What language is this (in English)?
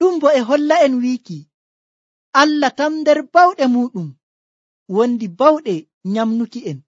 Nigerian Fulfulde